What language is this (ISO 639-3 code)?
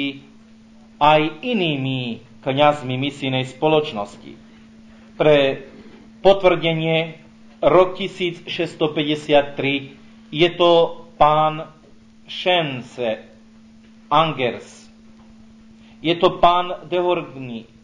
slk